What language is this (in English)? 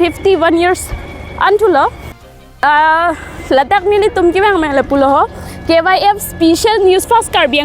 Karbi